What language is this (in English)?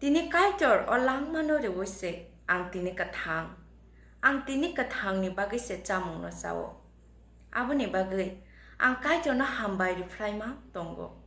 Kok Borok